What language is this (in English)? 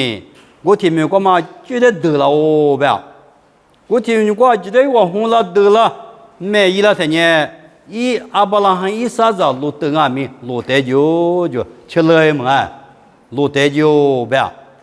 Lisu